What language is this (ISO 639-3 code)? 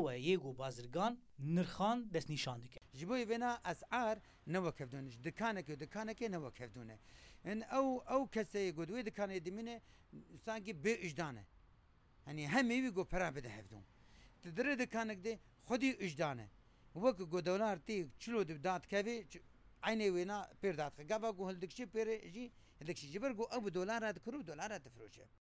kur